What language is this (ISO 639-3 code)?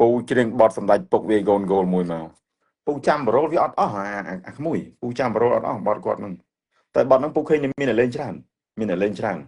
khm